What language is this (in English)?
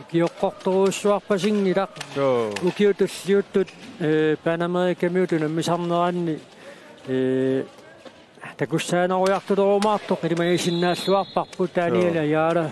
Kalaallisut